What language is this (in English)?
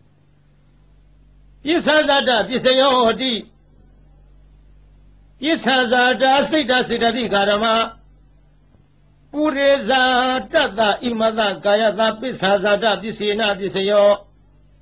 Burmese